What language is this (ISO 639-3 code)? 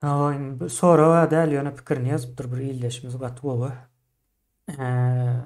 tuk